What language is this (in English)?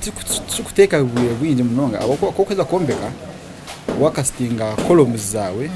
Nyankole